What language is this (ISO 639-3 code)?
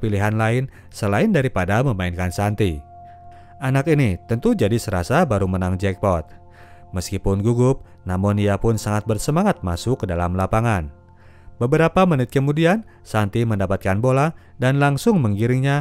ind